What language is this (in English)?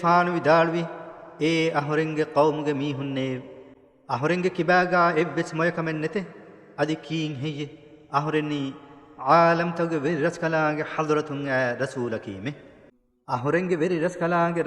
Divehi